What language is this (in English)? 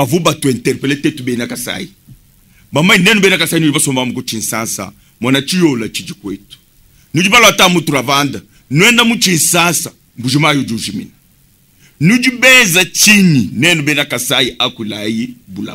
Luba-Lulua